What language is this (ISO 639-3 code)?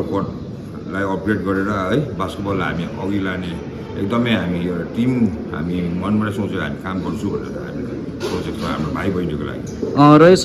nep